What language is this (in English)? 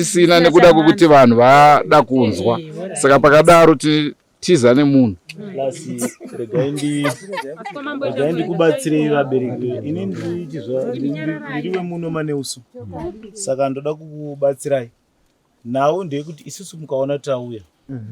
Shona